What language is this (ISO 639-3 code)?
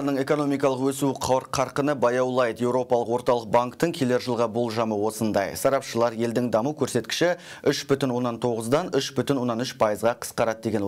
kaz